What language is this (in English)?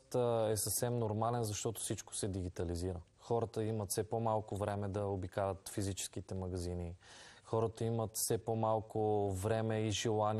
Bulgarian